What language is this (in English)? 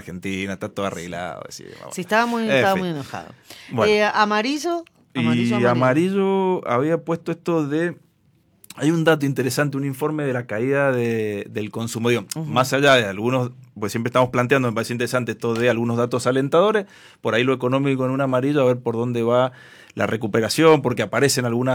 Spanish